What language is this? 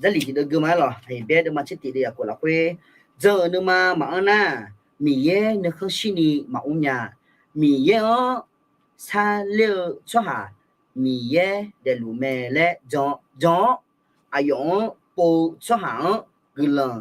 Akha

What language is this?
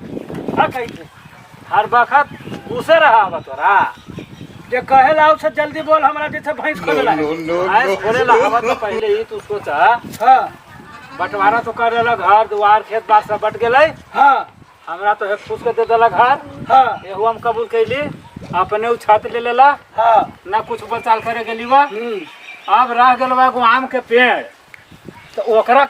Magahi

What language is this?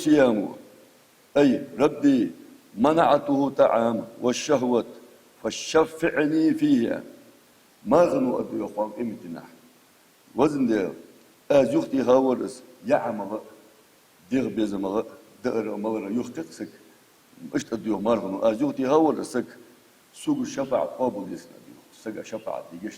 Ingush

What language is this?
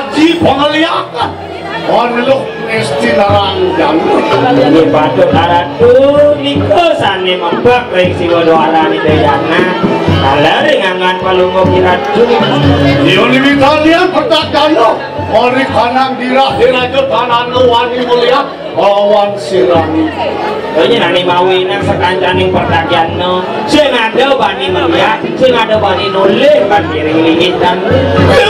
Balinese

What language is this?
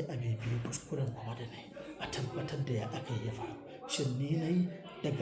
Hausa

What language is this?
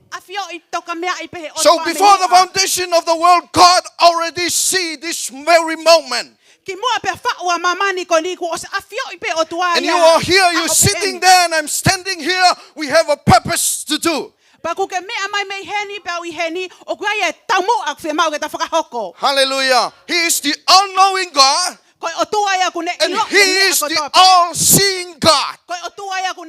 Tongan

